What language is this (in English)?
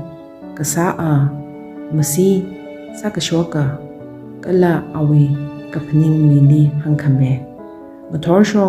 Tangkhul Naga (India)